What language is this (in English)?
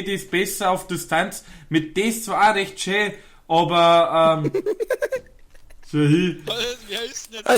Bavarian